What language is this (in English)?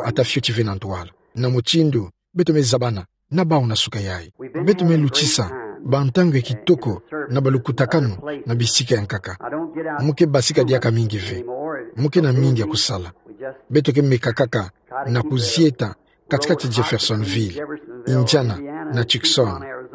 Kituba (Democratic Republic of Congo)